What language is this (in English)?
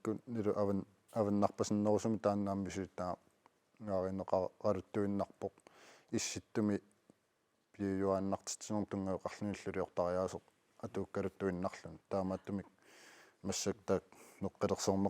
Kalaallisut